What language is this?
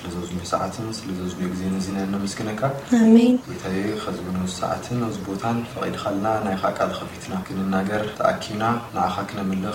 Tigrinya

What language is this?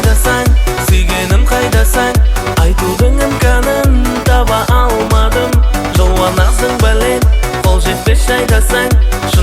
Kara-Kalpak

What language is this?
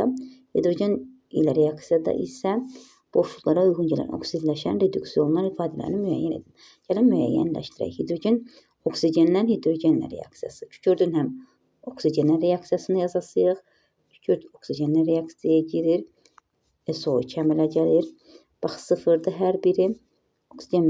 Azerbaijani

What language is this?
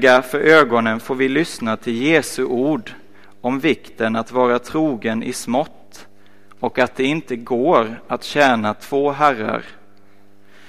Swedish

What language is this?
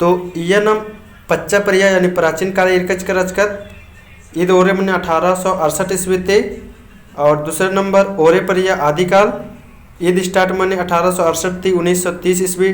Kurukh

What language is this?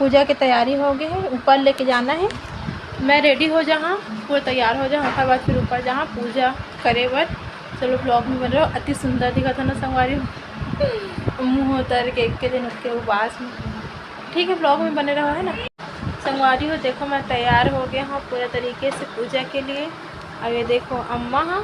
Chhattisgarhi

